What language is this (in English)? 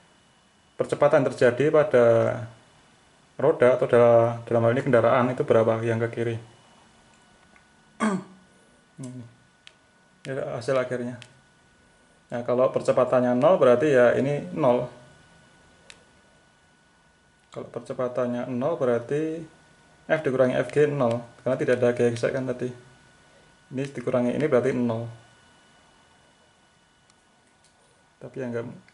Indonesian